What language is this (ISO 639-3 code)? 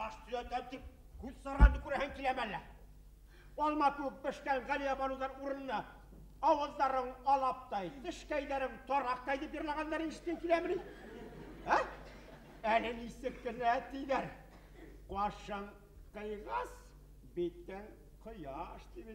bak